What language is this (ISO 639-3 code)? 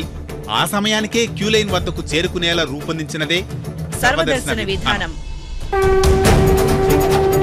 tel